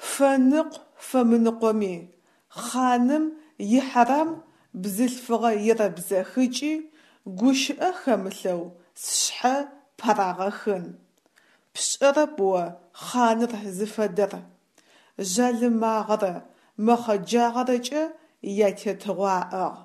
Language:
Adyghe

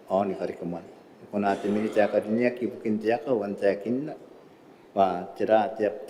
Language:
Gilbertese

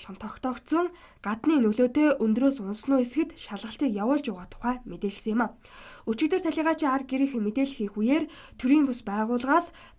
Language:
Mongolian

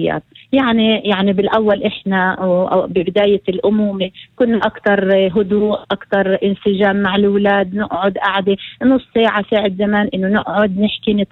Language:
North Levantine Arabic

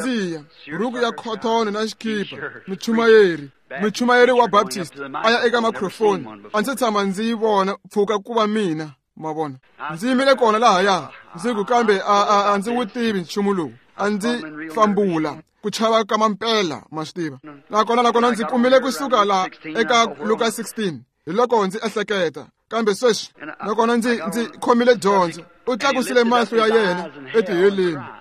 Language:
Tsonga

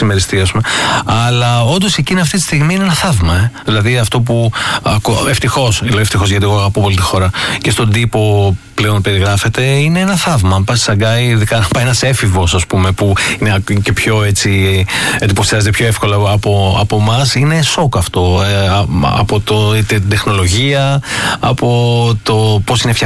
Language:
Greek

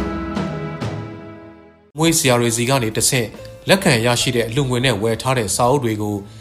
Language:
Burmese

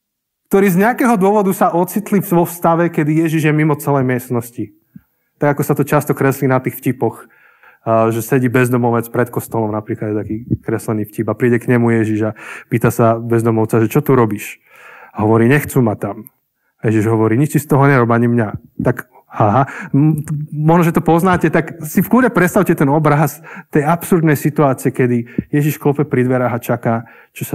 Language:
Slovak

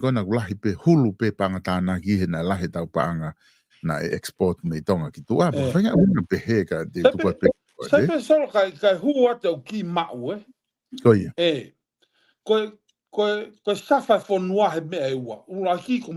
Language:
Tongan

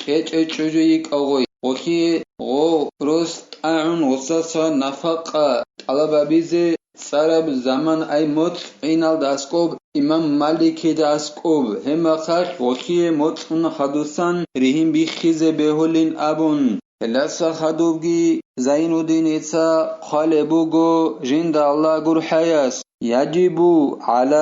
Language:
Avaric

